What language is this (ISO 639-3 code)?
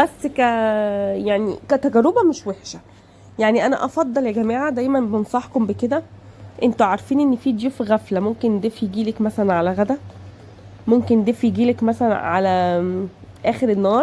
arz